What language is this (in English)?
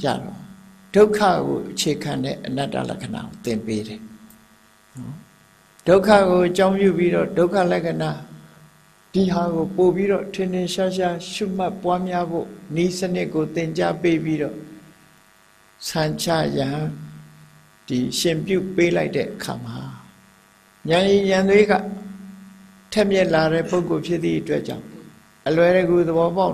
Burmese